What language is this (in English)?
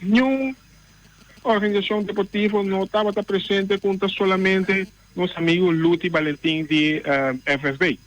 Papiamento